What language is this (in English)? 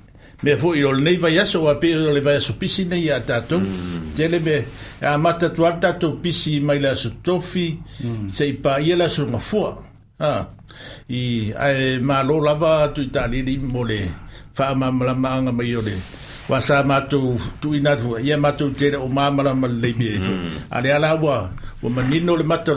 Samoan